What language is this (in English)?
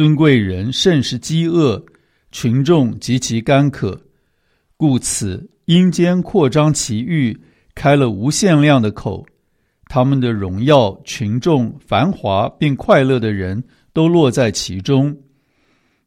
Chinese